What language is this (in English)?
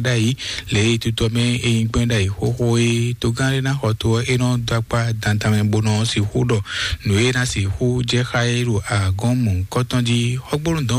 Fon